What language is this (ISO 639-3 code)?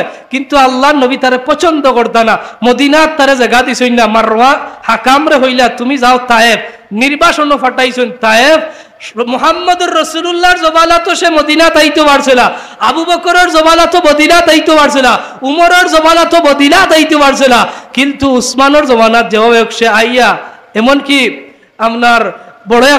syl